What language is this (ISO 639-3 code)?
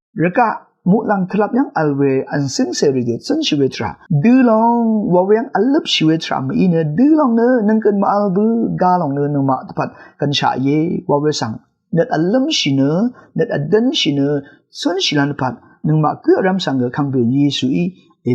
raw